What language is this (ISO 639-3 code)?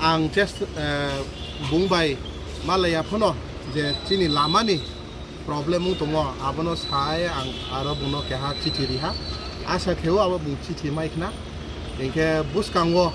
ria